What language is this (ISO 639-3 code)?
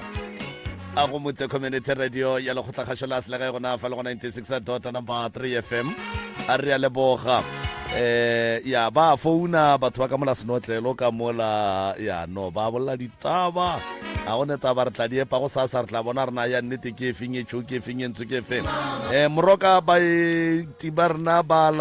nso